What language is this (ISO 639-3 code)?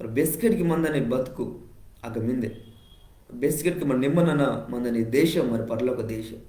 kff